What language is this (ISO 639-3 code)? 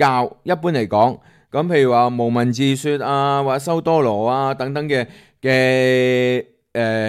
yue